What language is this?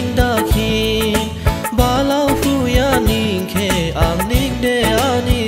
Dimasa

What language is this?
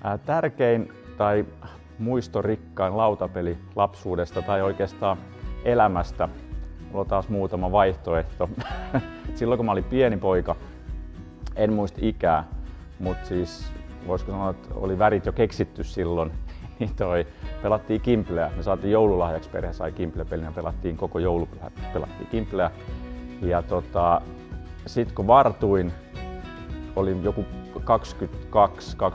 Finnish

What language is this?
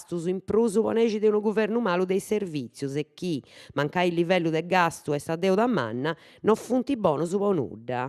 Sardinian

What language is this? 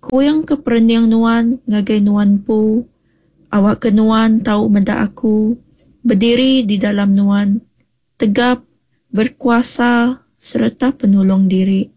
Iban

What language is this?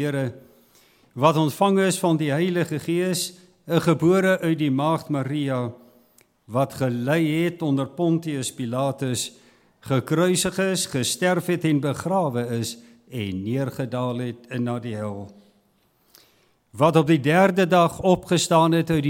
Afrikaans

